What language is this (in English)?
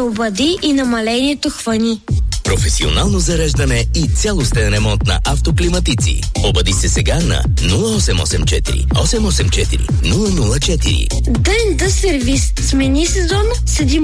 Bulgarian